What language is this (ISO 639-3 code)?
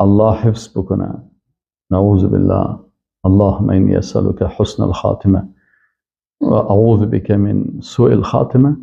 fas